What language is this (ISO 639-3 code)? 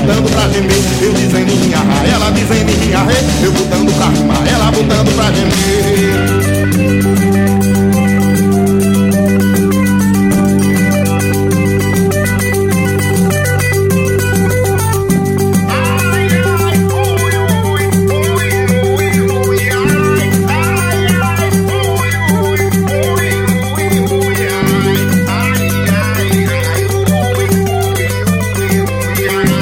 por